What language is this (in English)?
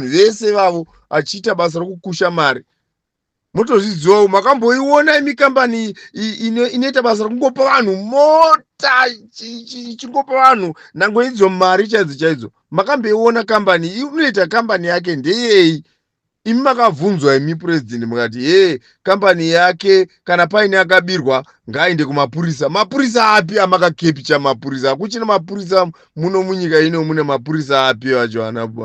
Shona